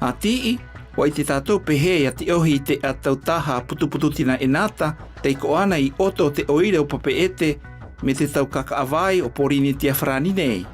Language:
South Marquesan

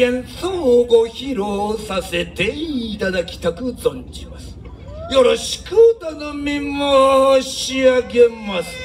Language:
Japanese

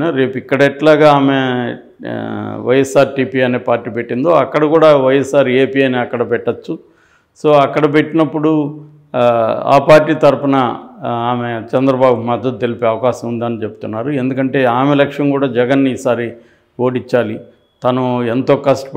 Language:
Telugu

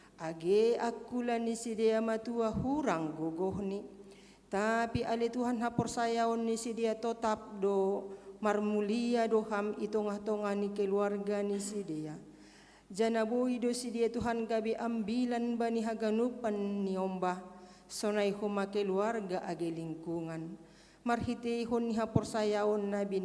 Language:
Batak Simalungun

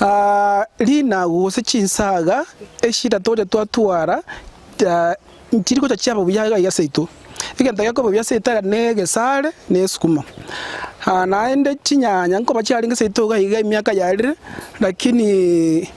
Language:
Gusii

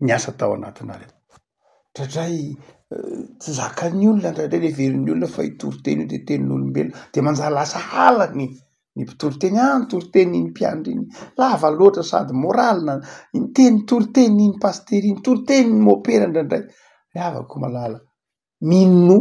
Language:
Malagasy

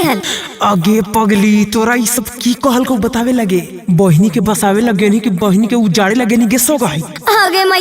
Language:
Magahi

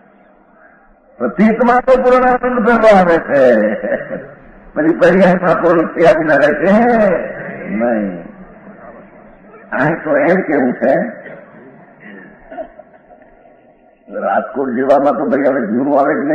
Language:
Gujarati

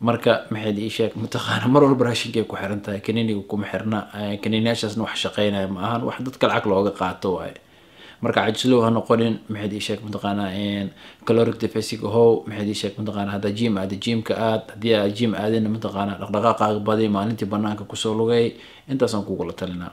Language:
Somali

